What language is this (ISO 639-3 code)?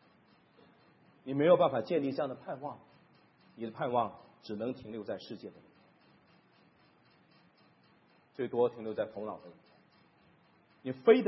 zho